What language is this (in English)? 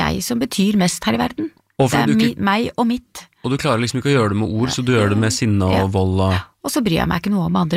Norwegian